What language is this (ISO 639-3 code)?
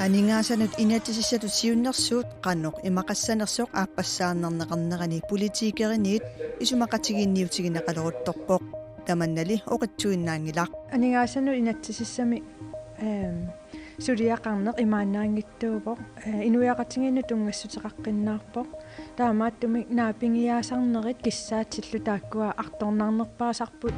kal